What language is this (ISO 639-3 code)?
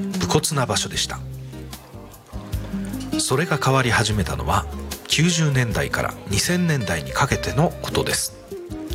jpn